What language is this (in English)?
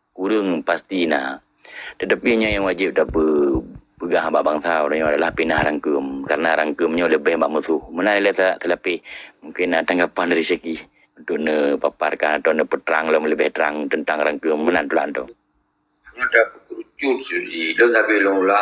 Achinese